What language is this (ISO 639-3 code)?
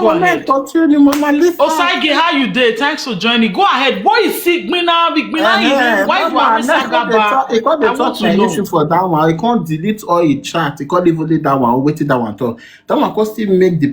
pcm